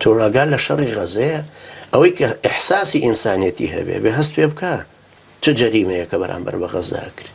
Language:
Central Kurdish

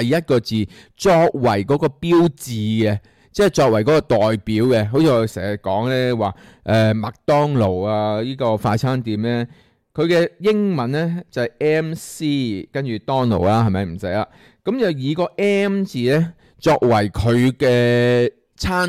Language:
Cantonese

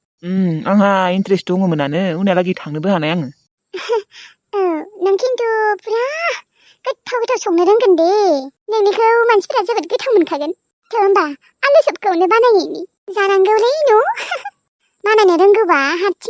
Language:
Bodo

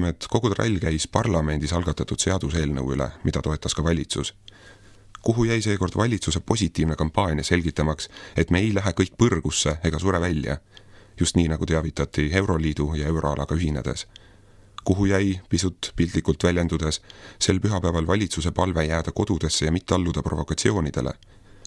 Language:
Estonian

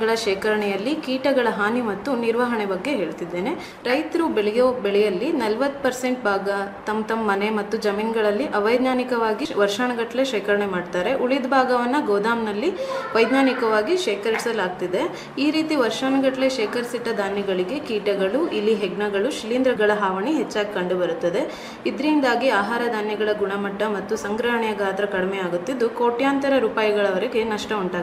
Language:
Kannada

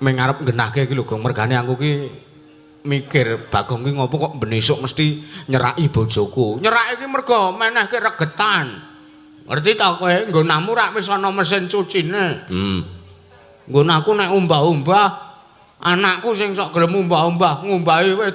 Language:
Javanese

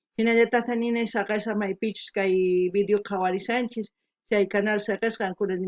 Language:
South Bolivian Quechua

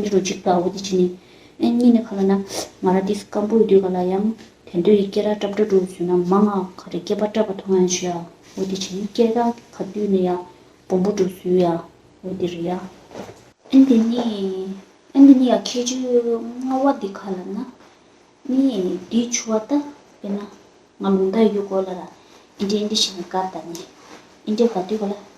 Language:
Tibetan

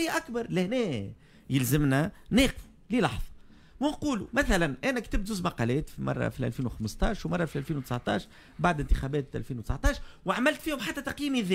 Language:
Tunisian Arabic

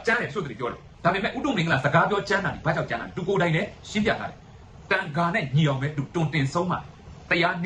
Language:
Burmese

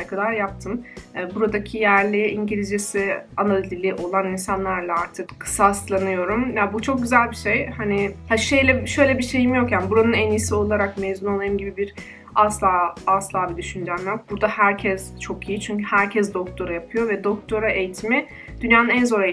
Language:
Turkish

